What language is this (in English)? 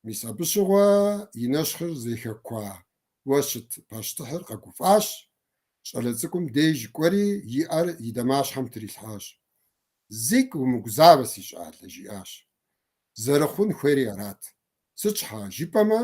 Kabardian